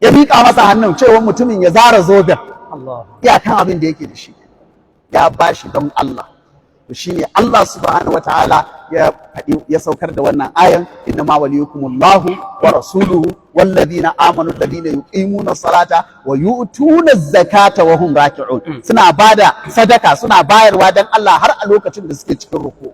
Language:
Hausa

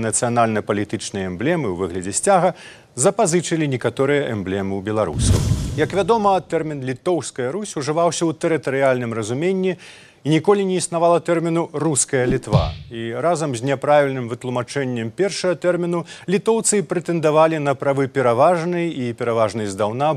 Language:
Belarusian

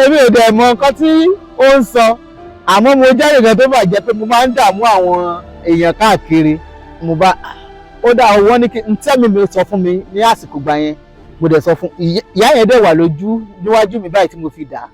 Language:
Yoruba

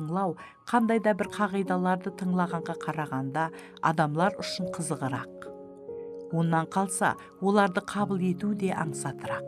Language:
Kara-Kalpak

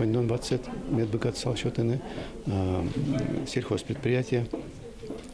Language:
Udmurt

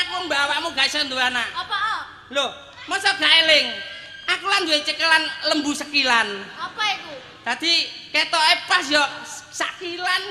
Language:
Javanese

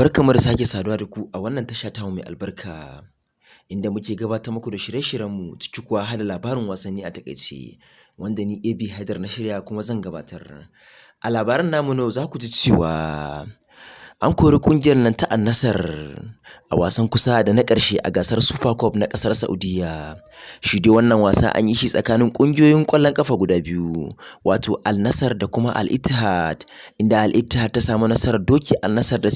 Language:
Hausa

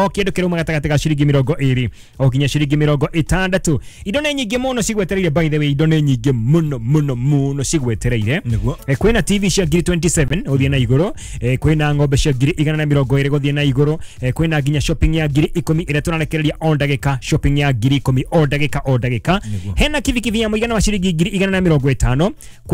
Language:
Kikuyu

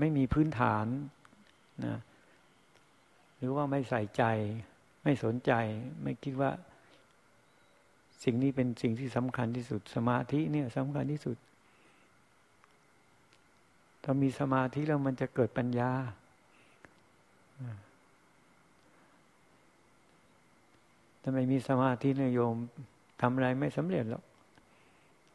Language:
Thai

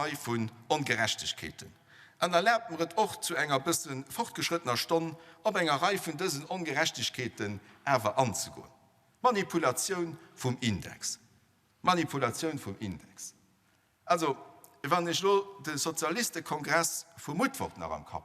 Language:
Luxembourgish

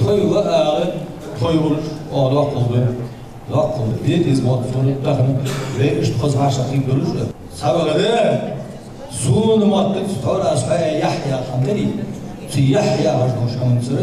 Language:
Ingush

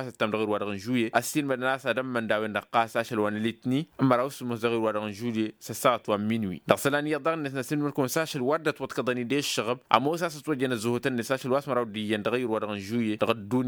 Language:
Tamasheq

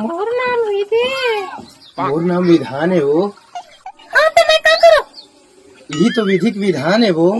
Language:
Chhattisgarhi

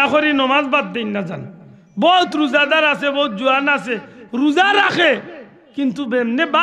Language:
Sylheti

